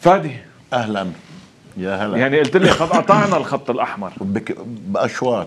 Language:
North Levantine Arabic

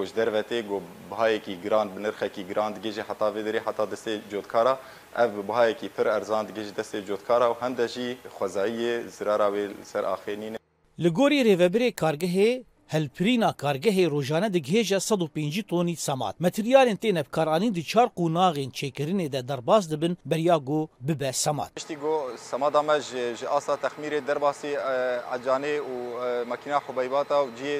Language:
Kurdish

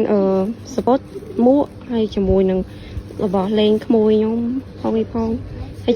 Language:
Khmer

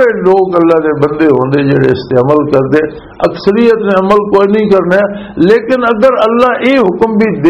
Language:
Western Panjabi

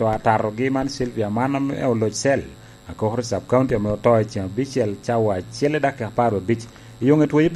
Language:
Lango (Uganda)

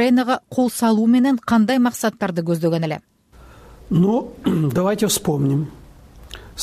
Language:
Kyrgyz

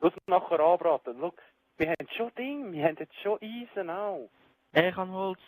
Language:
Swiss German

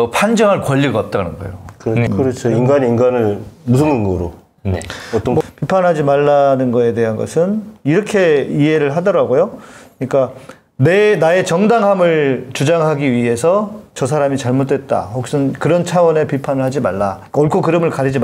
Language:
Korean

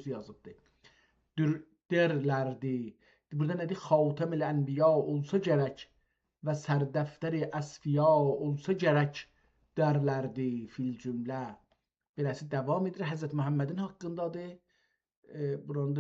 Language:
South Azerbaijani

